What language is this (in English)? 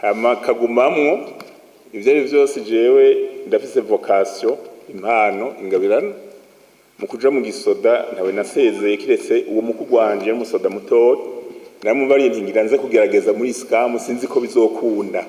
Rundi